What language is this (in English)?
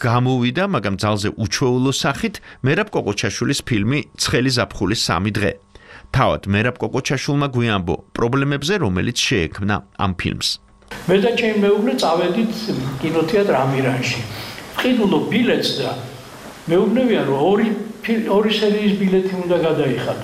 Georgian